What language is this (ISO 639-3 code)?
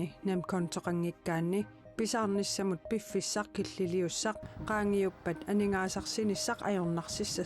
kal